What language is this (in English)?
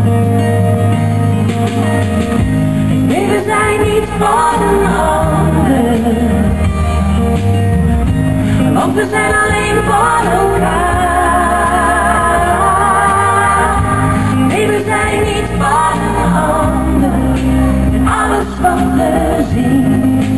Dutch